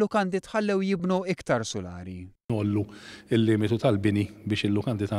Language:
Maltese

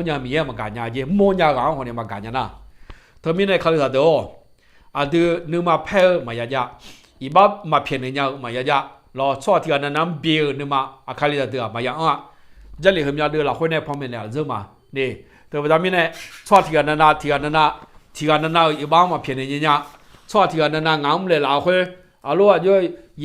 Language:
Akha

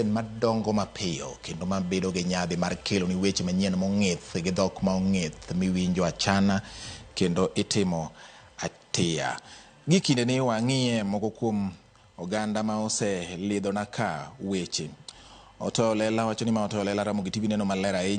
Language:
Luo (Kenya and Tanzania)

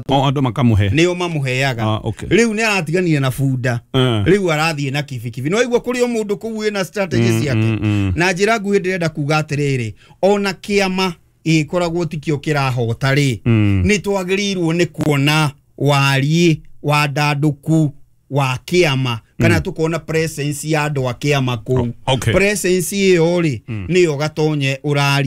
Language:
Kikuyu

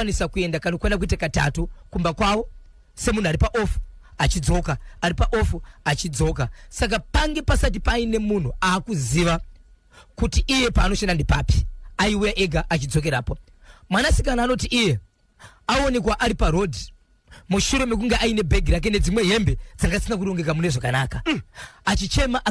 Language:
Shona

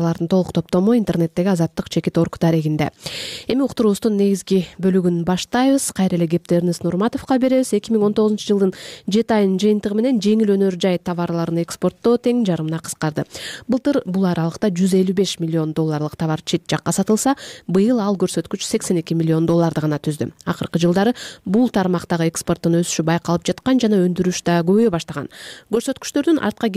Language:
Kyrgyz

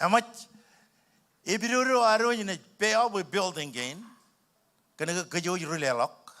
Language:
Marshallese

